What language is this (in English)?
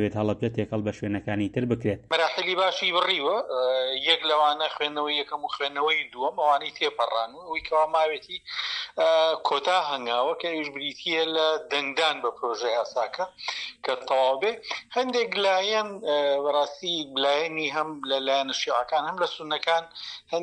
Central Kurdish